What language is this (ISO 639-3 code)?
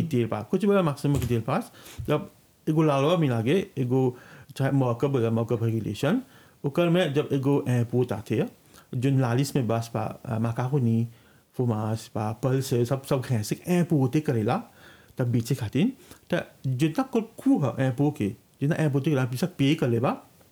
bho